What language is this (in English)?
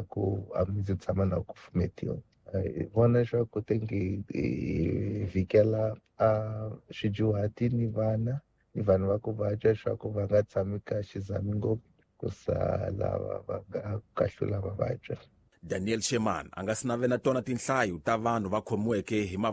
Tsonga